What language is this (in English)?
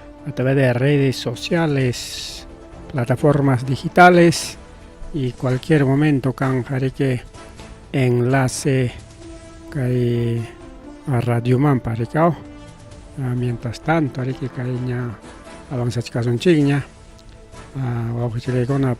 Ayacucho Quechua